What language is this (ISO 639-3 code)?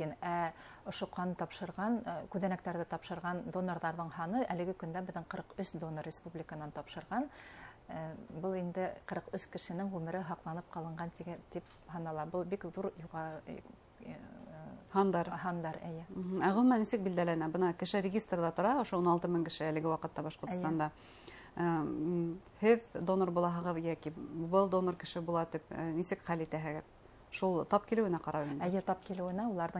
bak